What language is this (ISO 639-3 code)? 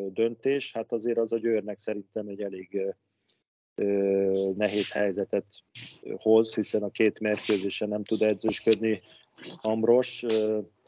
hun